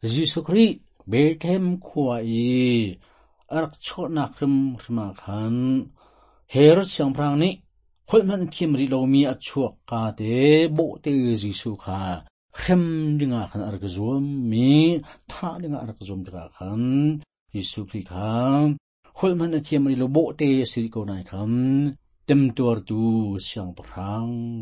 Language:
Hakha Chin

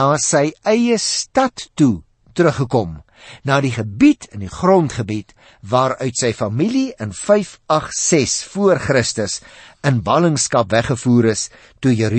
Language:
Afrikaans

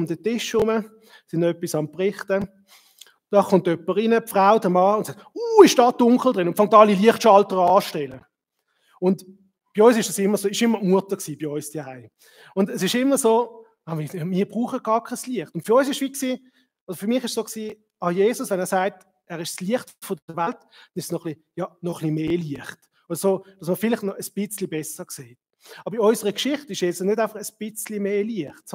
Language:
Swiss German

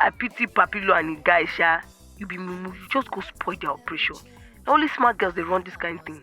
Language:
Nigerian Pidgin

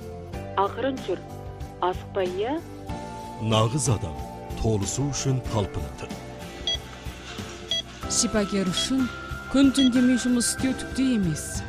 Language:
Kazakh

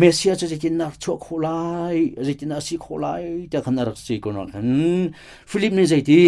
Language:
Hakha Chin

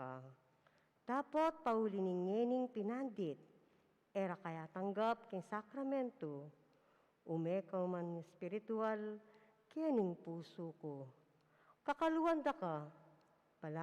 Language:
Pampanga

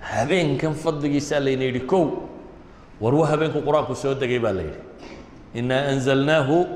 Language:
Somali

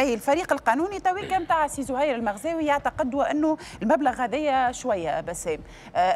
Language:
Tunisian Arabic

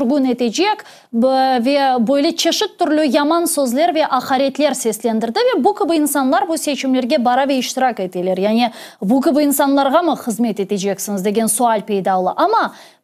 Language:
Crimean Tatar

